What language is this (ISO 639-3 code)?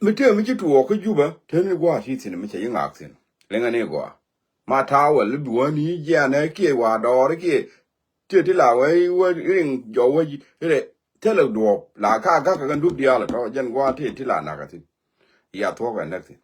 nus